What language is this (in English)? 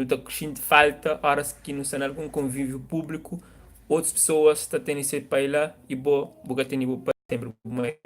Kabuverdianu